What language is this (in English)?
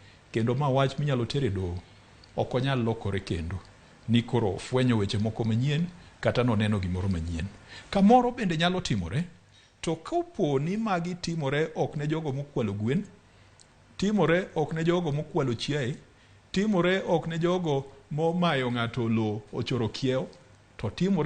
Luo (Kenya and Tanzania)